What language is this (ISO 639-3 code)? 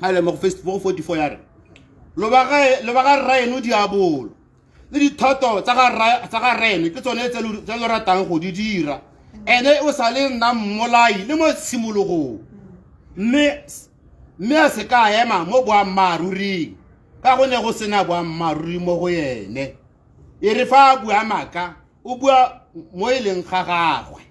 tsn